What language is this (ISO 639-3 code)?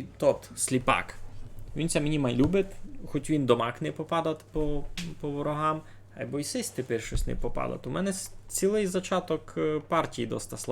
rue